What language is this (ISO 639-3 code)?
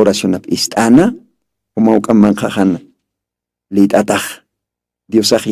aym